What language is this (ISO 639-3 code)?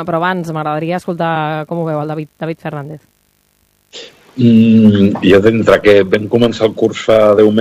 cat